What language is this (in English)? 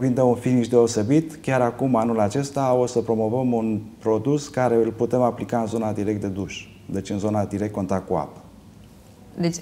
Romanian